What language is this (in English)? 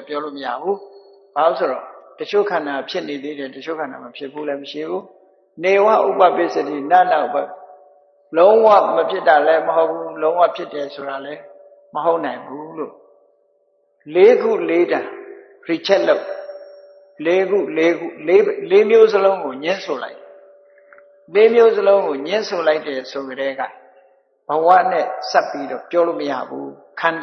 Burmese